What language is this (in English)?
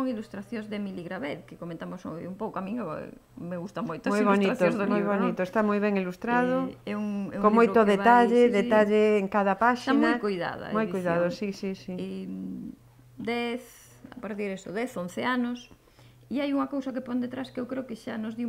Galician